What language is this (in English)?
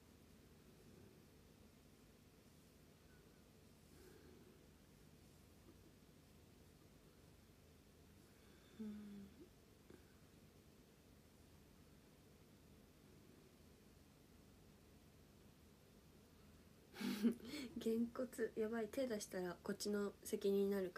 Japanese